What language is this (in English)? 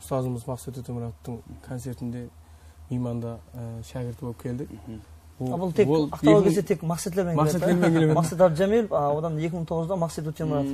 Kara-Kalpak